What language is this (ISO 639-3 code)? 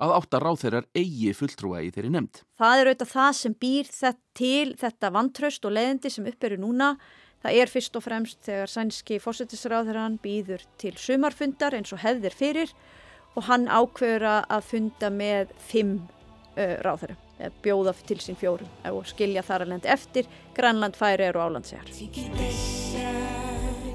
isl